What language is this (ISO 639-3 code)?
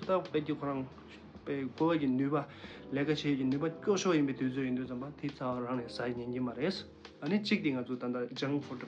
bod